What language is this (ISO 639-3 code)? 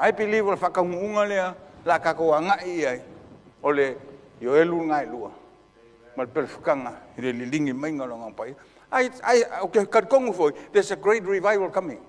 smo